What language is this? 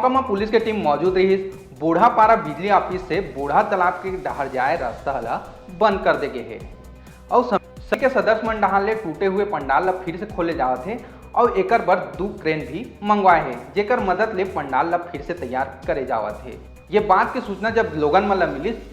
Chhattisgarhi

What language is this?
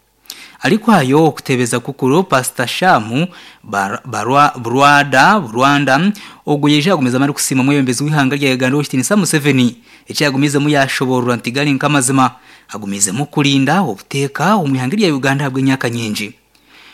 Nyankole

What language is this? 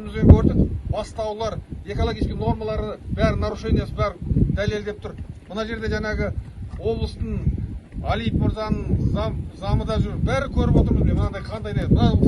Kazakh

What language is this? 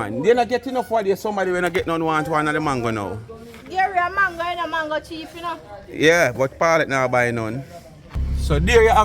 Jamaican Creole English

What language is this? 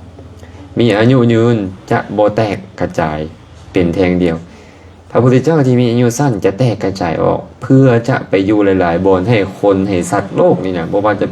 Lao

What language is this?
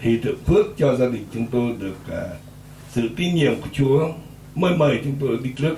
Central Mnong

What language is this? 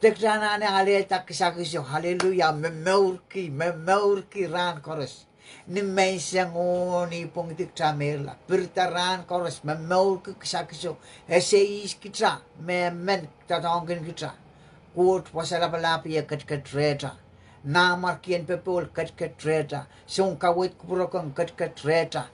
Pohnpeian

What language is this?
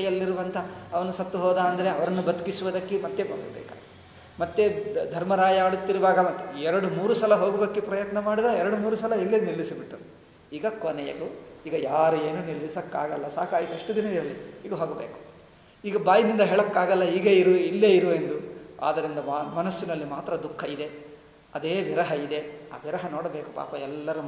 Kannada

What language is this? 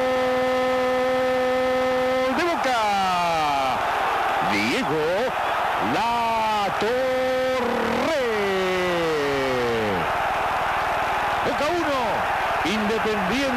Spanish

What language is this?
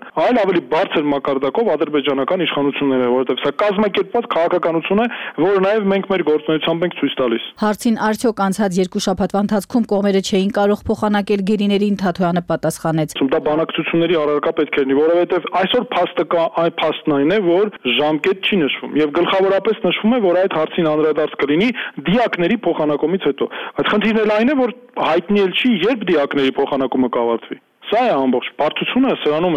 Armenian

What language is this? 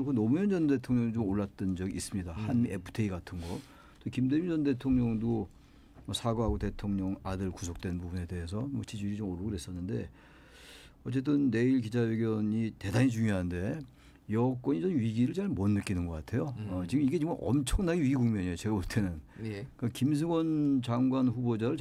Korean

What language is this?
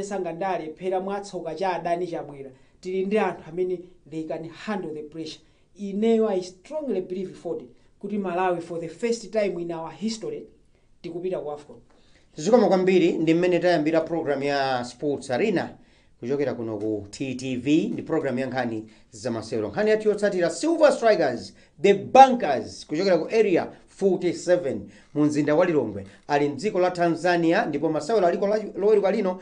Nyanja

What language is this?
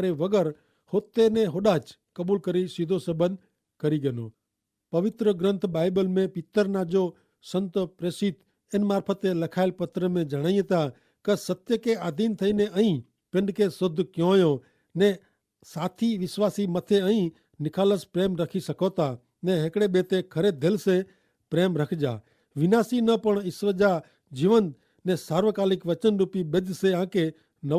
Kachhi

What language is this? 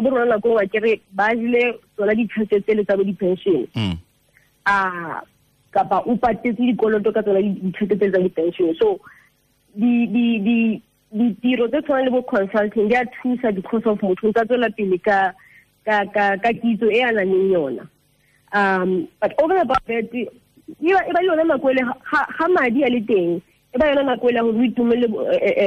Tswana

